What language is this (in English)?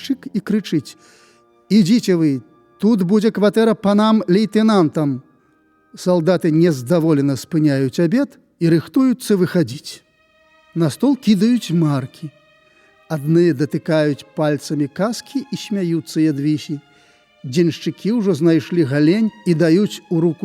Belarusian